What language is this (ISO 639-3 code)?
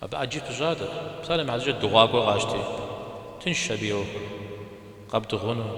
kbd